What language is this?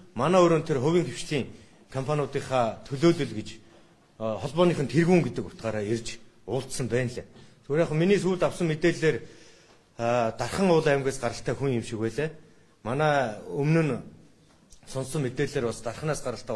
Mongolian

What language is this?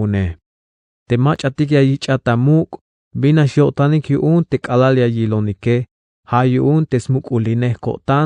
Tzeltal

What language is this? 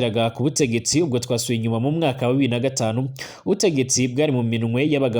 Rundi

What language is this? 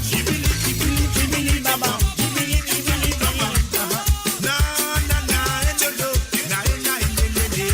Morisyen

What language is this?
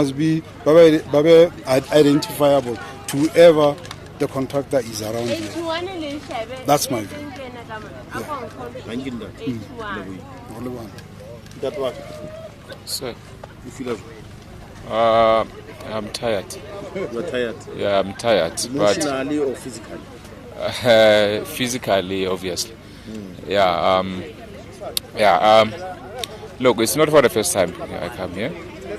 Southern Sotho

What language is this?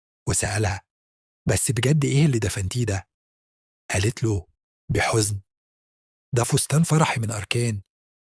Egyptian Arabic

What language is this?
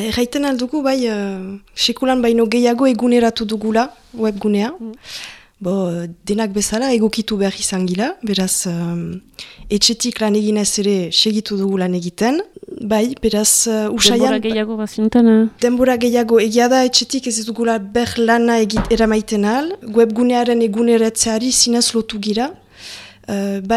Basque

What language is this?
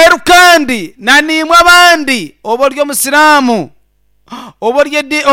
Nyankole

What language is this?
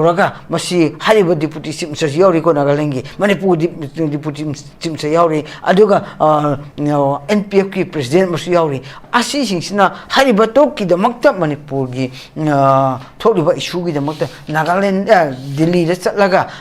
Manipuri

